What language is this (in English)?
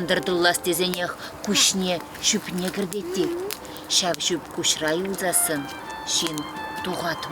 Chuvash